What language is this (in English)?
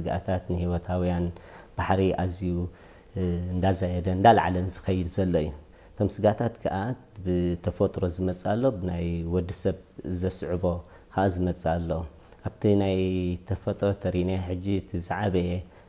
Tigrinya